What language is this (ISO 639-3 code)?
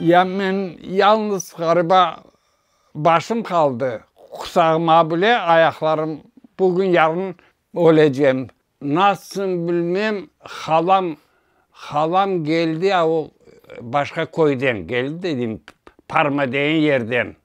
crh